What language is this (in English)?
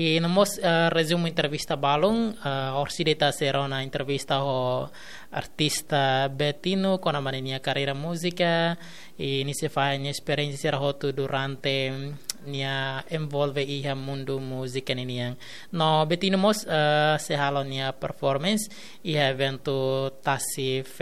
Tetum